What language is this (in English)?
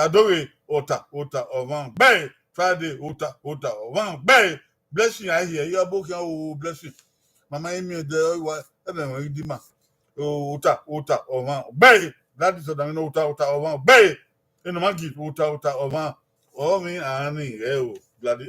Bini